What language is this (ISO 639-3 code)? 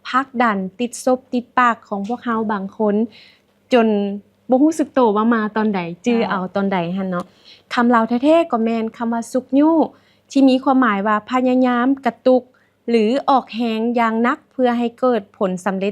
lao